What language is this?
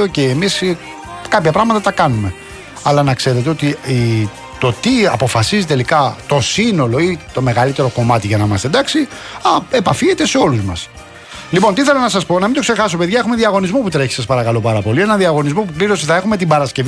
Greek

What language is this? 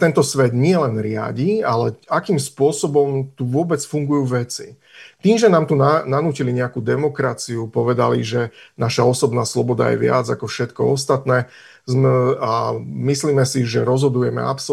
Slovak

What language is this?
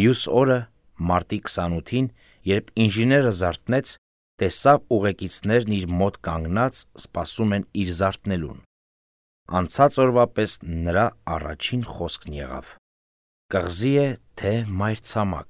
Armenian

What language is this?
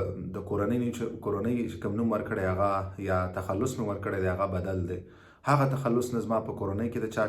Pashto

